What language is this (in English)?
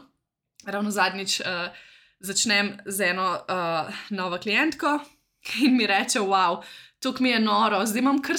Slovenian